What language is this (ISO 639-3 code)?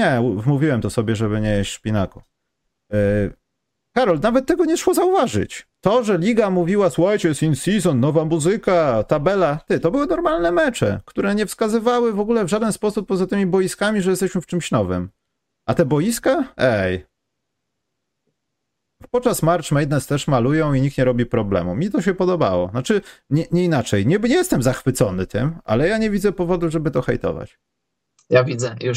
pol